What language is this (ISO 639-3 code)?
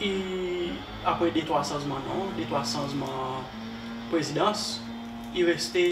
crs